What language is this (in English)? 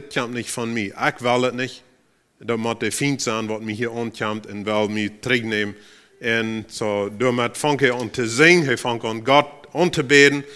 Plautdietsch